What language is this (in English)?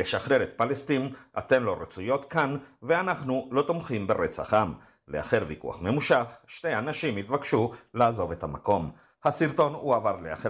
Hebrew